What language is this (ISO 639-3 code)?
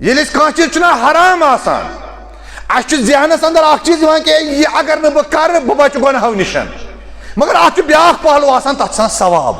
kas